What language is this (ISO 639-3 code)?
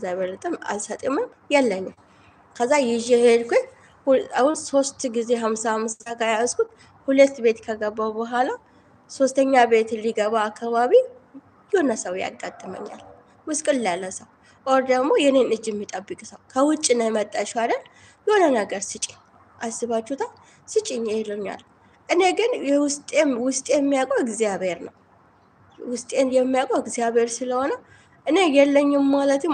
amh